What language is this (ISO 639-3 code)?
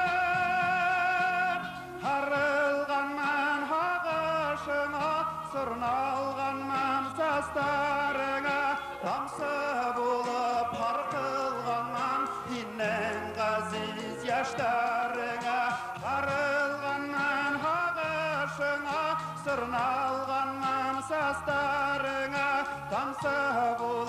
bak